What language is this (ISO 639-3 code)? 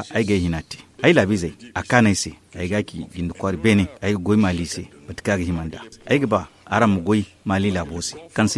dje